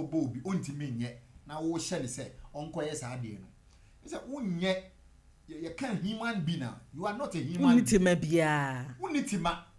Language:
Akan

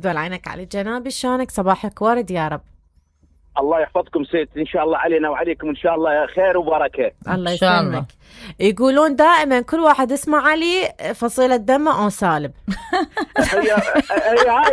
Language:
Mesopotamian Arabic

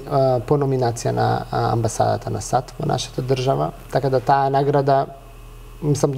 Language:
Macedonian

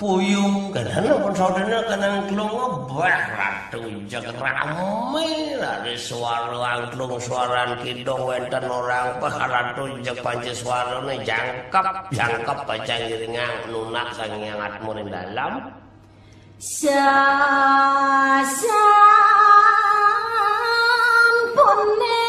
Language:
Balinese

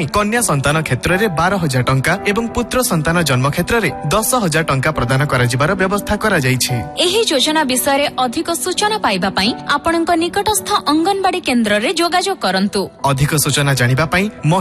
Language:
Odia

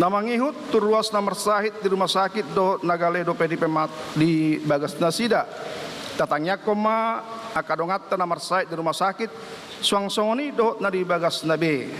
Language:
Batak Toba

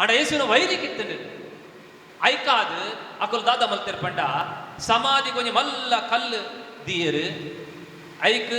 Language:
Tulu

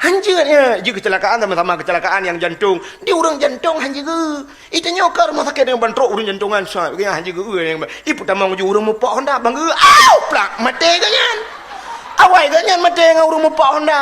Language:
Achinese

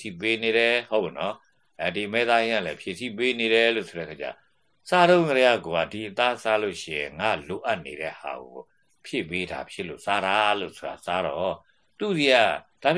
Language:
Burmese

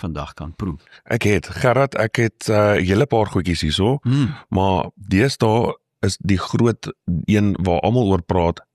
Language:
Afrikaans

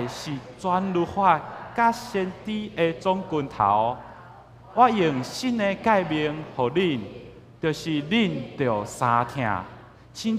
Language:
Min Nan Chinese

